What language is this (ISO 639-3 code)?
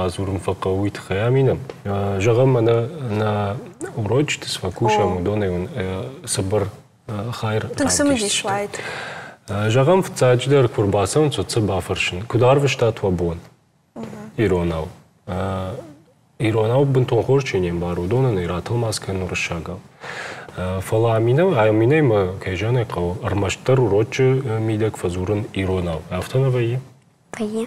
oss